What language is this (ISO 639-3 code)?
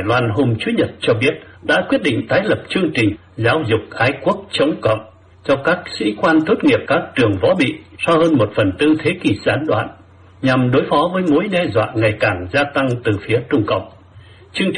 vie